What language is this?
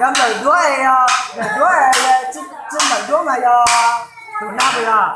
Hmong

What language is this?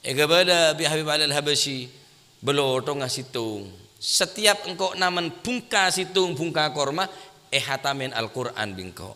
Madurese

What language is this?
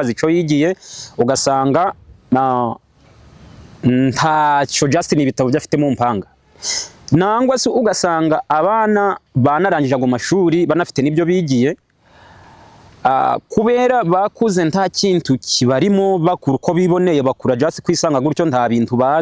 Kinyarwanda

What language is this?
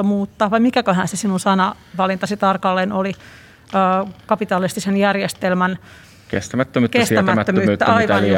Finnish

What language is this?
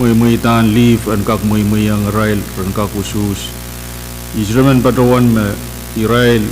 Pohnpeian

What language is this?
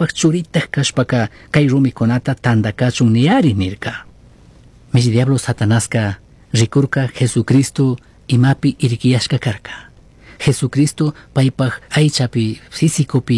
Chimborazo Highland Quichua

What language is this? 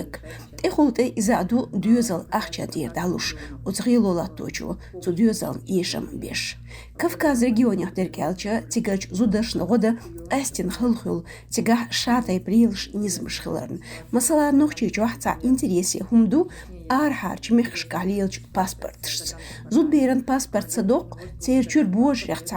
Chechen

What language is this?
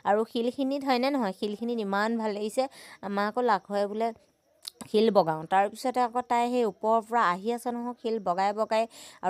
Assamese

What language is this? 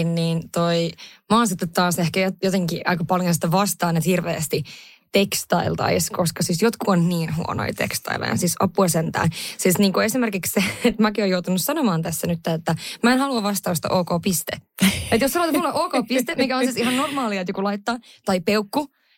Finnish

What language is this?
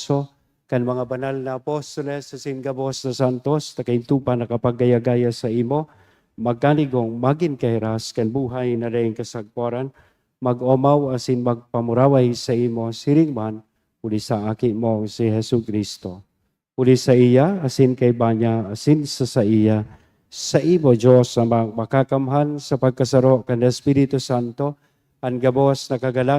Bikol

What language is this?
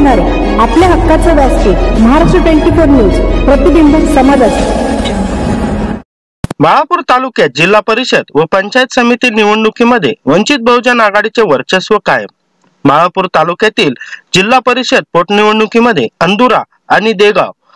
Marathi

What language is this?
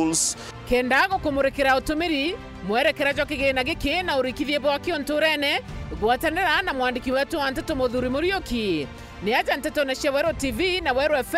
Meru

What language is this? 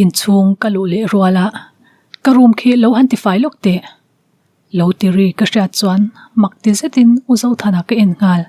Mizo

